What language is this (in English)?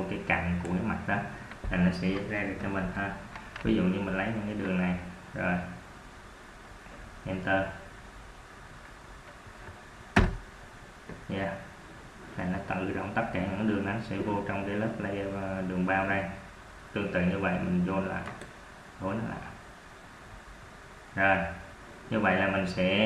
Vietnamese